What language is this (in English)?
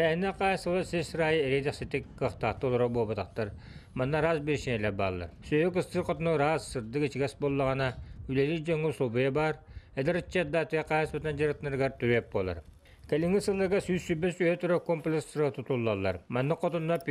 Yakut